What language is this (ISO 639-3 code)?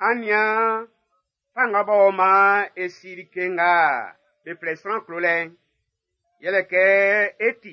bci